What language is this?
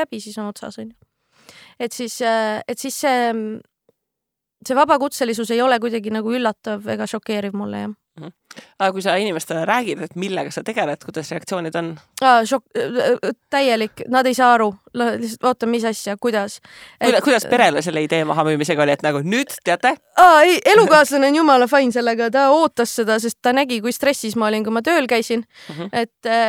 Estonian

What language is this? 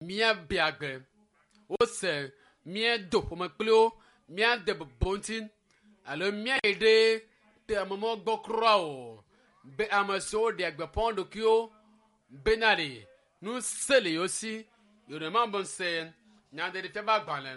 Ewe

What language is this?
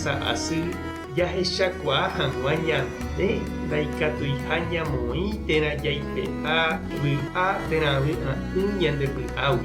Guarani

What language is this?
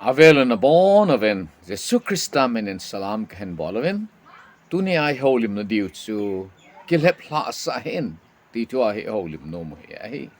Thado Chin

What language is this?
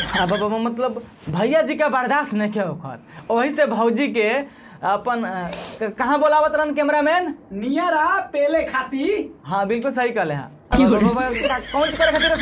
Bhojpuri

